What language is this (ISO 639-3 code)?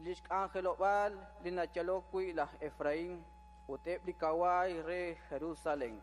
kek